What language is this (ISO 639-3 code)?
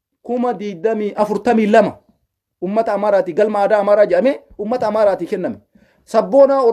orm